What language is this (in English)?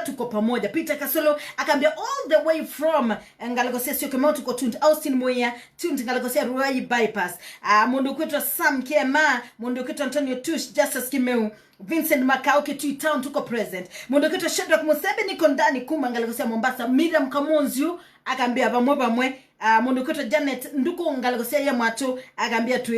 Kamba